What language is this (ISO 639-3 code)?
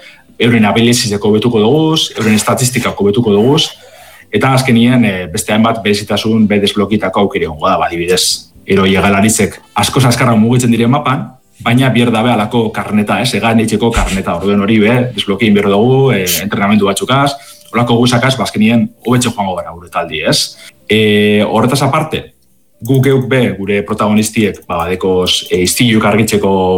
eus